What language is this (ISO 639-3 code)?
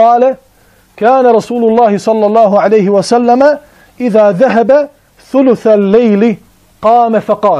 bos